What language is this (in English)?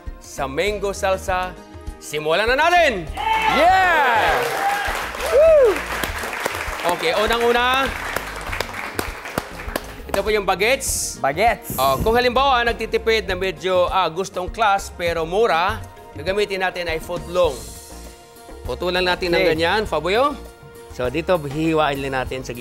Filipino